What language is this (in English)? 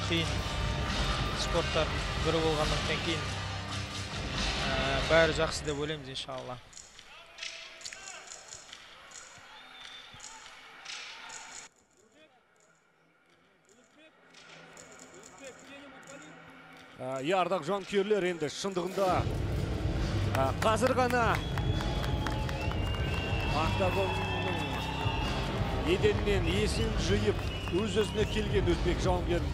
Kazakh